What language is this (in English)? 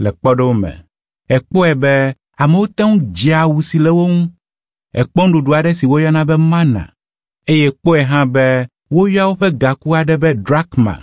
Ewe